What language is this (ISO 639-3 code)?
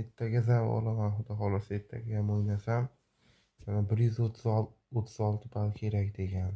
uzb